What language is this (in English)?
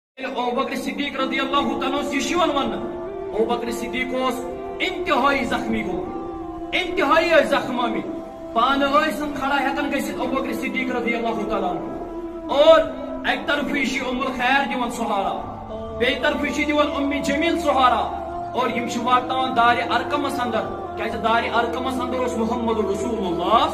Kashmiri